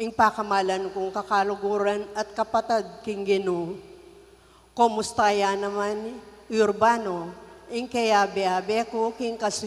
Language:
Pampanga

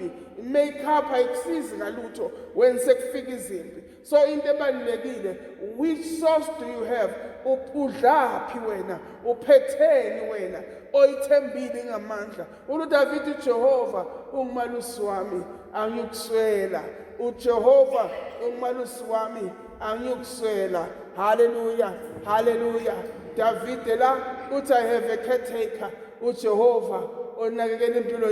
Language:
Zulu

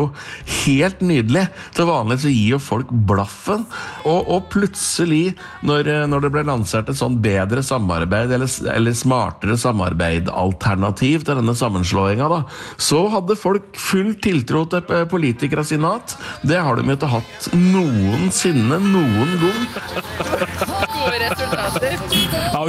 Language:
Norwegian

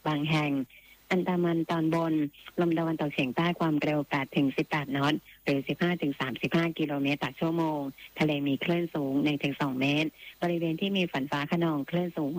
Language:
Thai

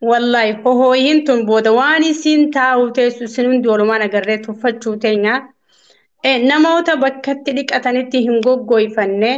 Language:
Oromo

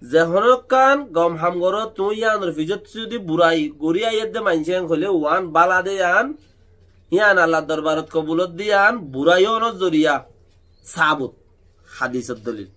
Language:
Rohingya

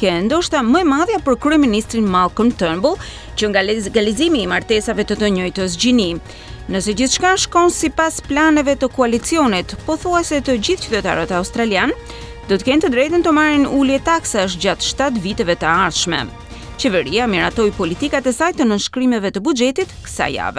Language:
Albanian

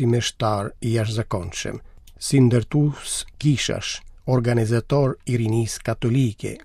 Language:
Albanian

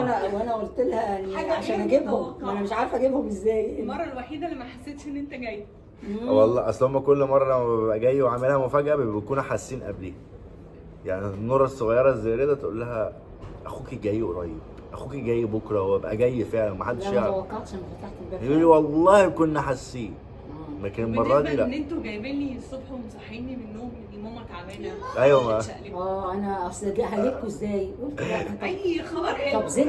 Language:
Egyptian Arabic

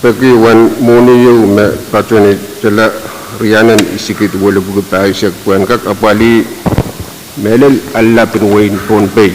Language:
Pohnpeian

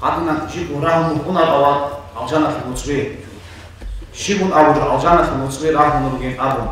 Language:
Avaric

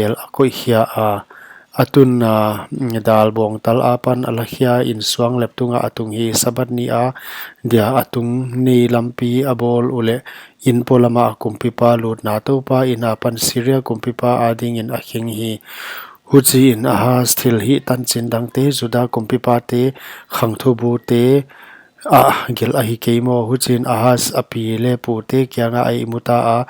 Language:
Paite Chin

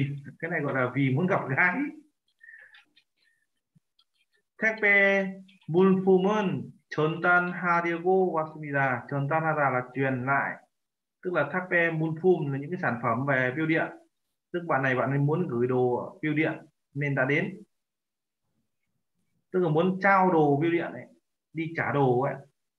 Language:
Vietnamese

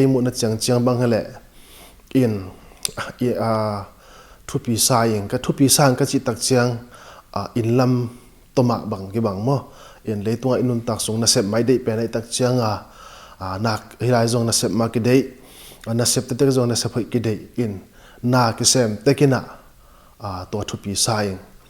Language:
Tedim Chin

